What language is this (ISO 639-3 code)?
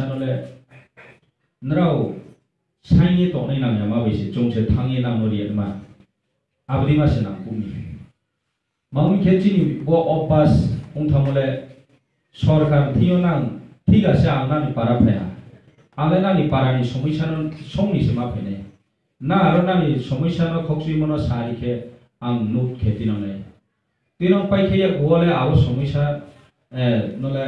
ria